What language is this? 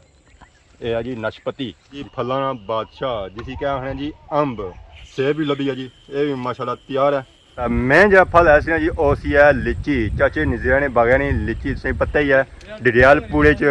Pahari-Potwari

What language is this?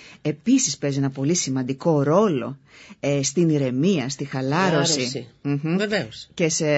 Greek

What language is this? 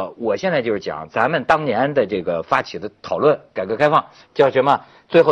Chinese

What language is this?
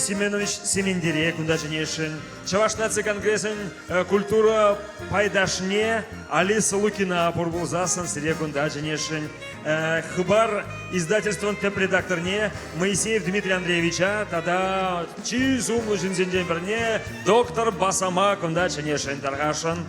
Chuvash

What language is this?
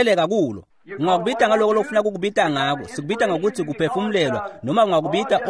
Swati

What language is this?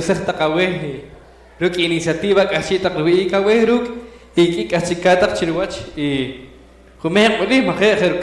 Poqomchi'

